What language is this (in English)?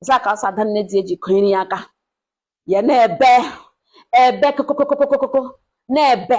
Igbo